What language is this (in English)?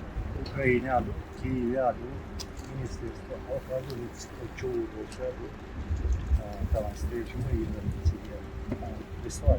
Chechen